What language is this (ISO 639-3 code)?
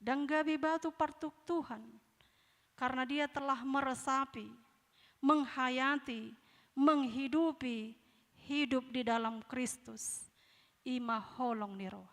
bbc